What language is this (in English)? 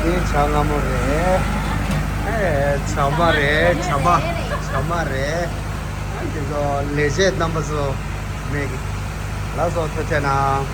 Tibetan